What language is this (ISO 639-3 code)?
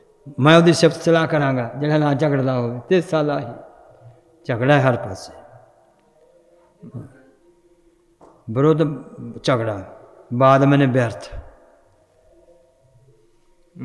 pan